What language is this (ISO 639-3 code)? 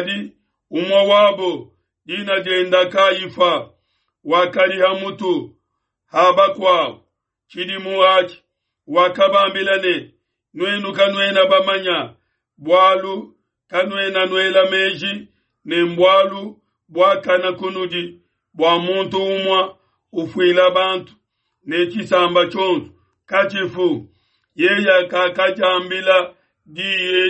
lua